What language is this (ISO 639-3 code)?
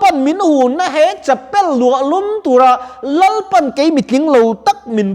lus